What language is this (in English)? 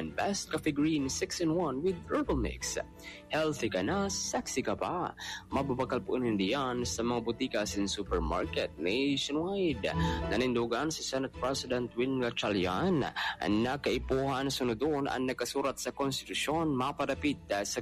Bikol